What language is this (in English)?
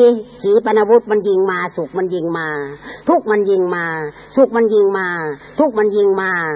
Thai